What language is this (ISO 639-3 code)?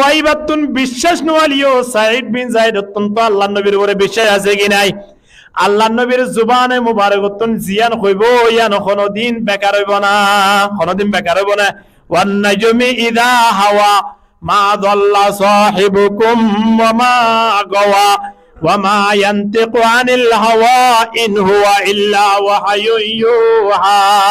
rhg